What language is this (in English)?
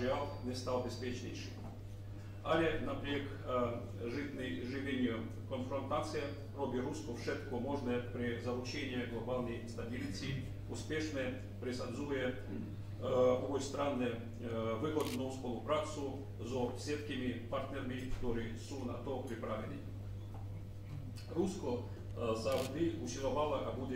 Slovak